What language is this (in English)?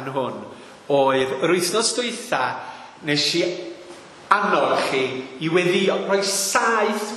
Welsh